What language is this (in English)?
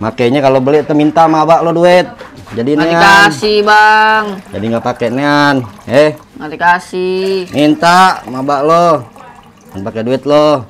Betawi